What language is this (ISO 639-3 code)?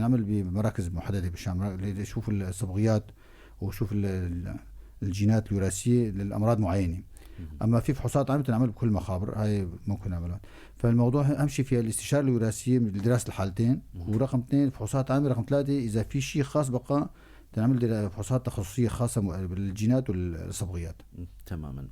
apc